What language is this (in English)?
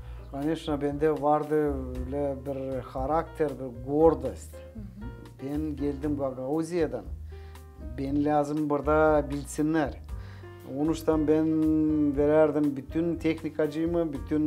Gagauz